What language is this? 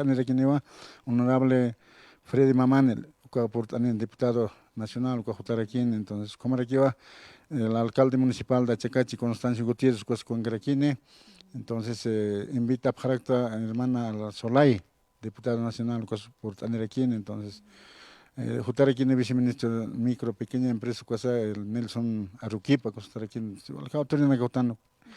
Aymara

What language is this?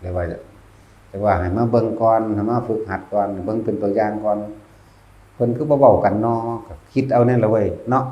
Northeastern Thai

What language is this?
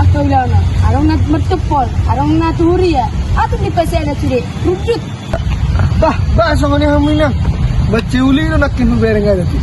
Batak Toba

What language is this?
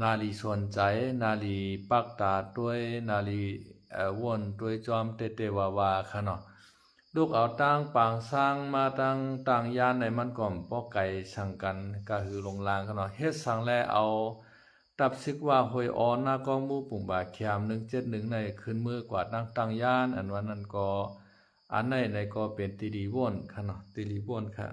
Shan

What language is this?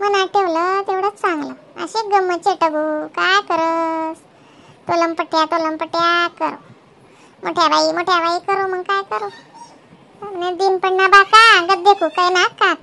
Khandesi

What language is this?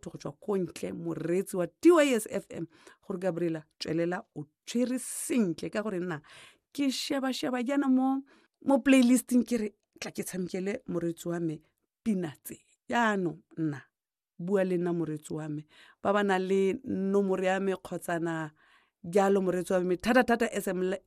Tswana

